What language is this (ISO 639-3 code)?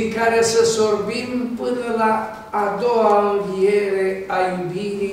ron